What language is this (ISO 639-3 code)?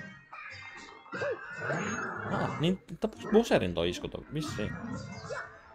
fin